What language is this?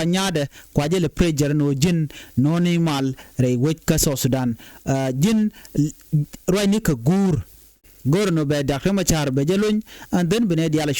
Nuer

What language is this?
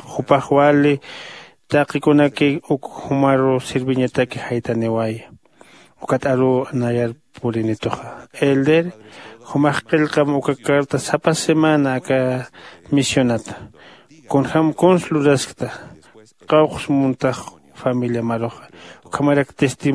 Aymara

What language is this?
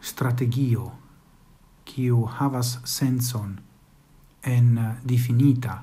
Esperanto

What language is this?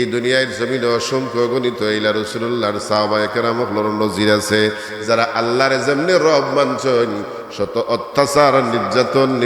Sylheti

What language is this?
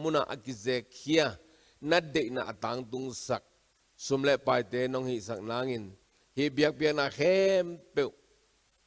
Tedim Chin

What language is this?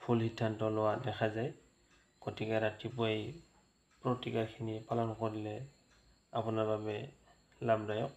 Assamese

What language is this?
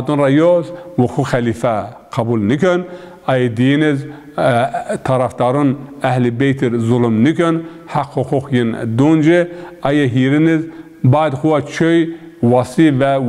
Zaza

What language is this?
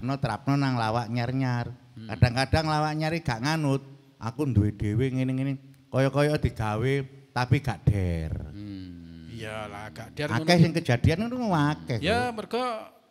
Javanese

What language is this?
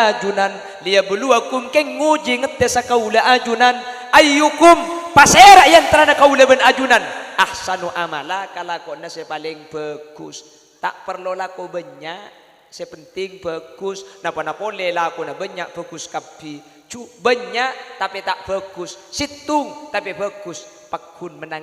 Madurese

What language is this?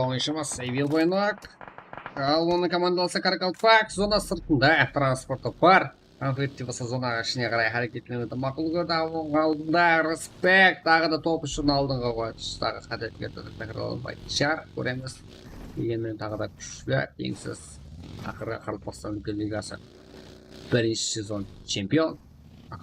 Kara-Kalpak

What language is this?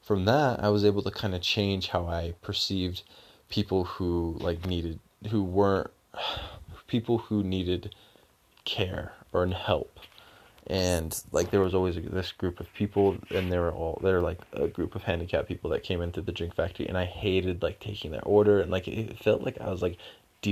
English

